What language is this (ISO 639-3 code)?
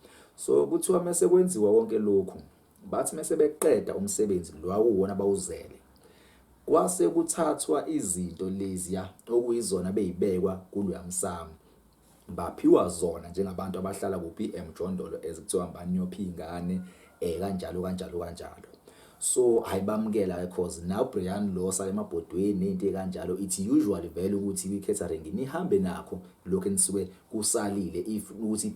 zul